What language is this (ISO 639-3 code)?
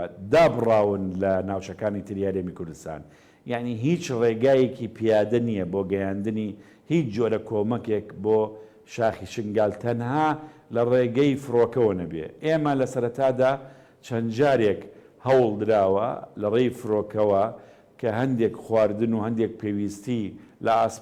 ckb